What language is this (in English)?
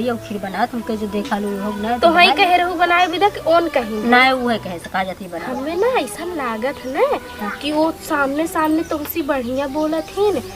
Awadhi